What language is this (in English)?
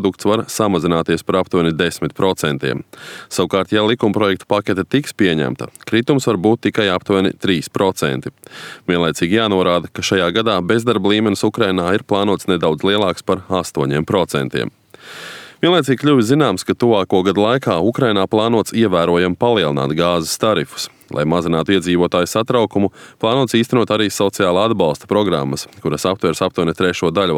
Latvian